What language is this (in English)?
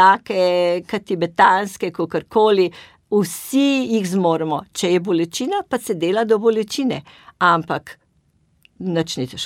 Slovenian